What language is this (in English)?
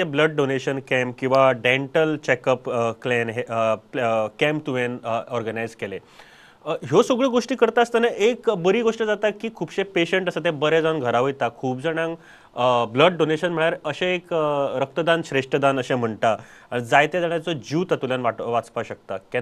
Konkani